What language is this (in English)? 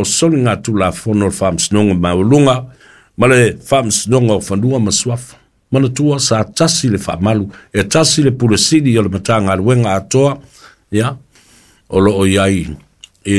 Samoan